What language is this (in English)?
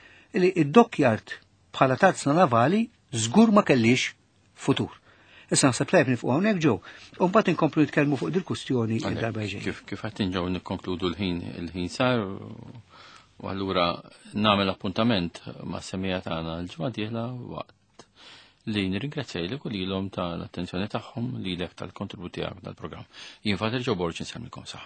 Maltese